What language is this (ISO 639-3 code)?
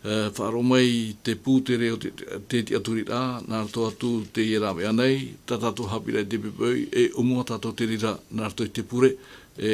tah